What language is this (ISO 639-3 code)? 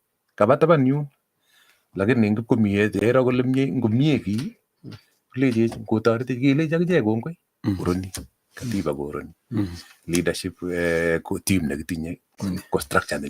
kln